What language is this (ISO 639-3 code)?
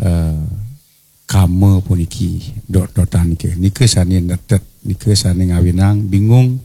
ban